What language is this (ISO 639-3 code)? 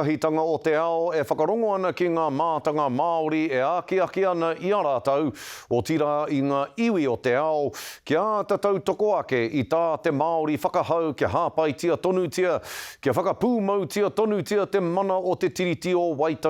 mri